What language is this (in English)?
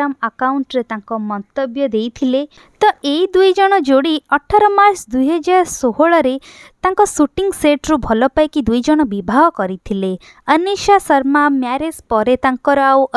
Odia